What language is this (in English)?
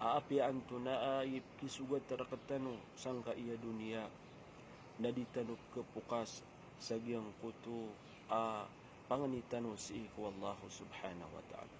Maranao